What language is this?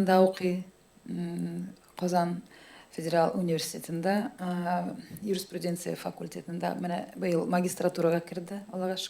Tatar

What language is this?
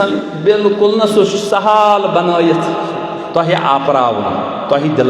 Kashmiri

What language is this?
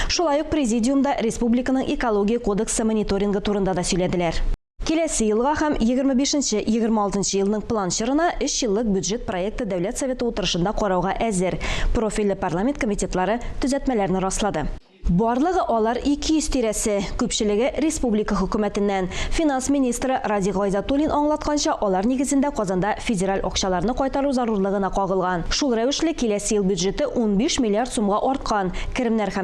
Tatar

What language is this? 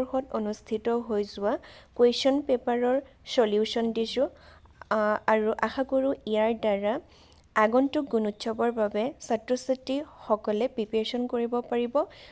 Assamese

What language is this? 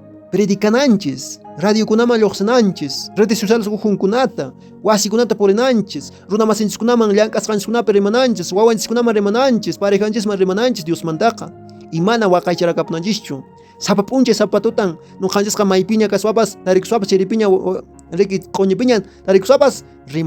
Quechua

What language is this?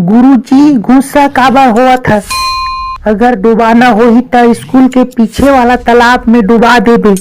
Chhattisgarhi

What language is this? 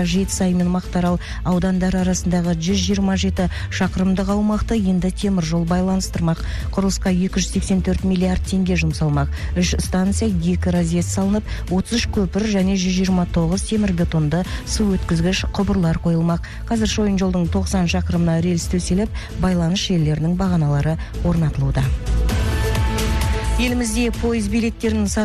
Kazakh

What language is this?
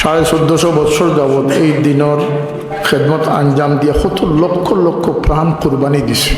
Sylheti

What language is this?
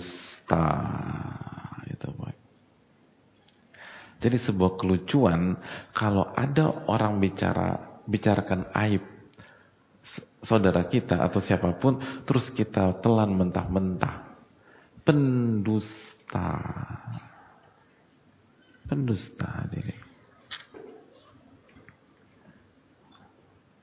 Indonesian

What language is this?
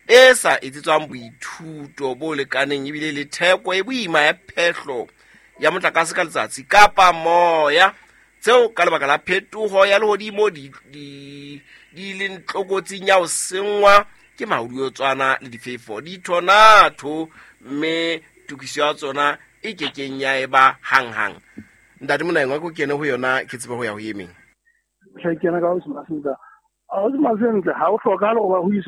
Southern Sotho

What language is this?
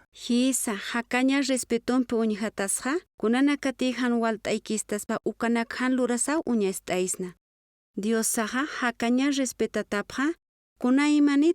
Aymara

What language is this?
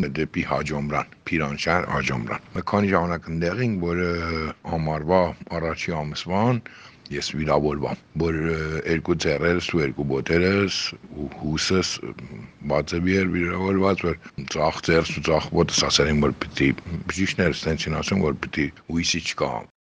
Armenian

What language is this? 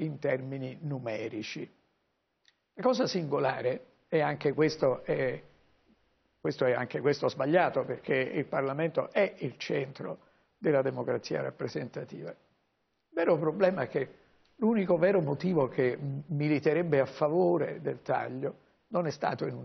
Italian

